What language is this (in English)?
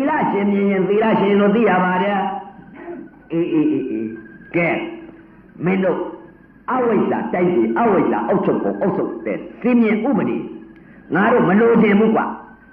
Burmese